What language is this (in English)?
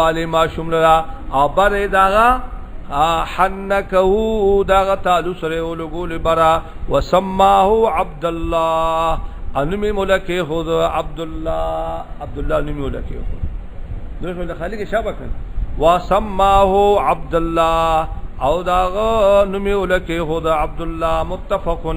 Pashto